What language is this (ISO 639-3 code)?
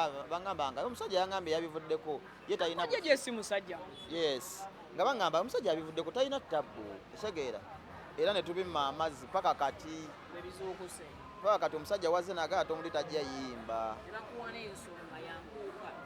lug